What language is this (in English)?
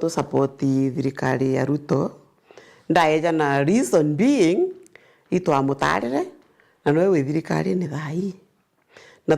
Meru